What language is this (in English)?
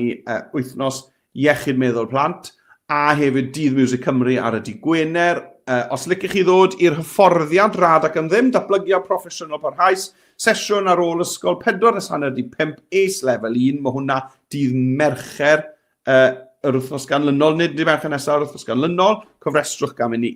Welsh